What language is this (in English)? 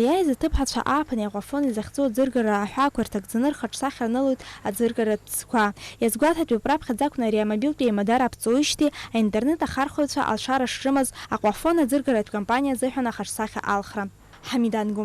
Abkhazian